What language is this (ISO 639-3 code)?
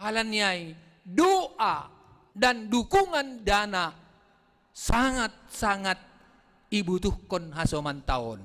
bts